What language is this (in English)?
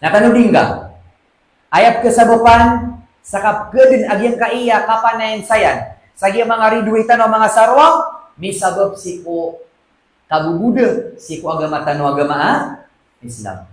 Maranao